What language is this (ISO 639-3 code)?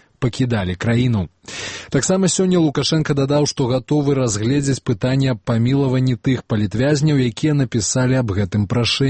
bel